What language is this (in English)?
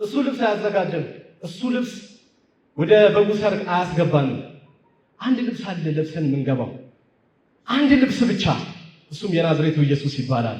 Amharic